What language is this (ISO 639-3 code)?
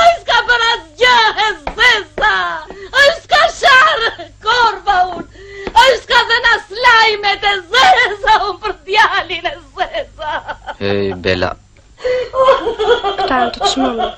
sqi